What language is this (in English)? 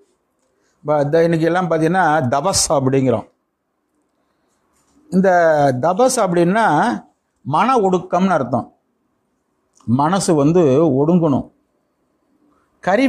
Tamil